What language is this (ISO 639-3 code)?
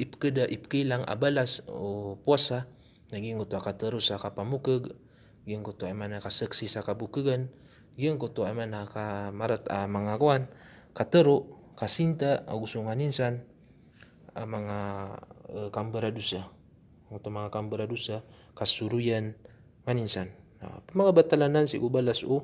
mrw